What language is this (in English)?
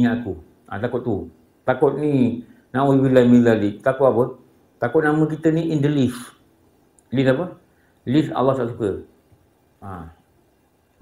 Malay